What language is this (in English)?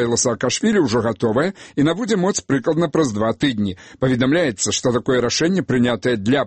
Belarusian